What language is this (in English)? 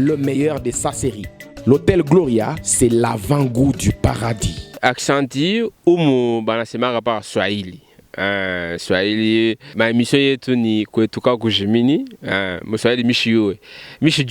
Luba-Lulua